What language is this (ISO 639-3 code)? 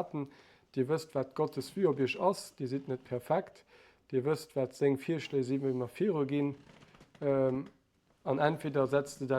ltz